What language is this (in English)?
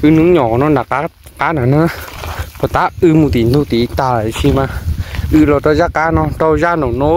Hmong